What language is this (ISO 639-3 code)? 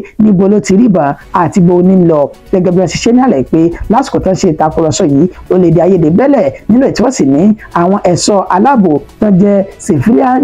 yor